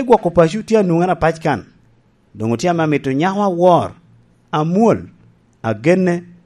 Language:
Lango (Uganda)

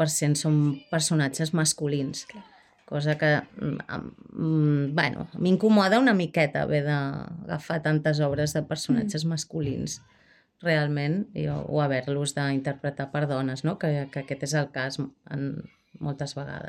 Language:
Catalan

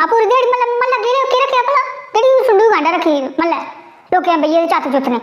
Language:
Dogri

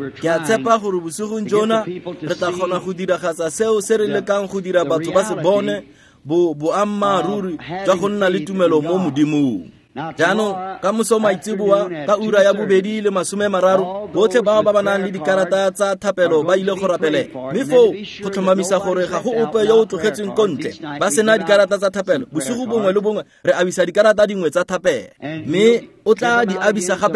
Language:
Tswana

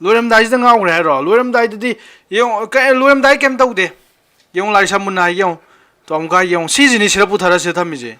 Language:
Manipuri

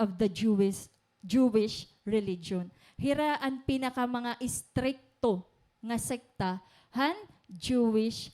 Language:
Waray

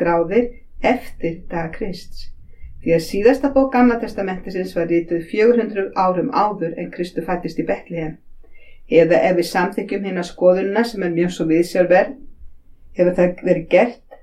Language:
Icelandic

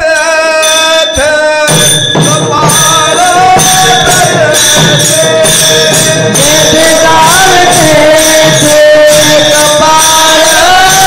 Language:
Marathi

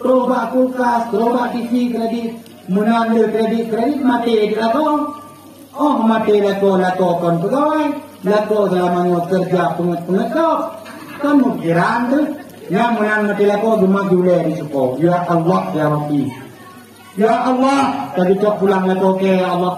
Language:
Achinese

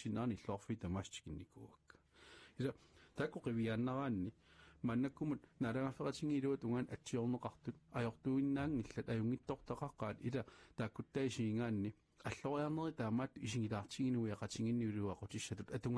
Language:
Kalaallisut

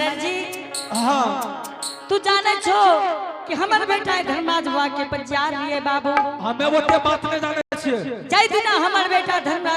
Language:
Angika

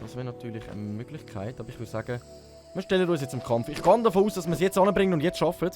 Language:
Swiss German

